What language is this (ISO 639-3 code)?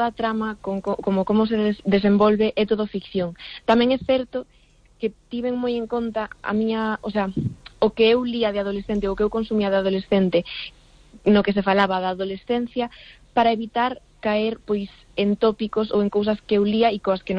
glg